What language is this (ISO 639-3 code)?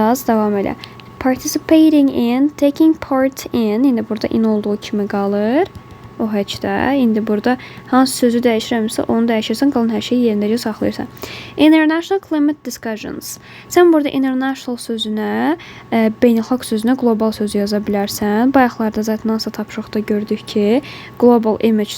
aze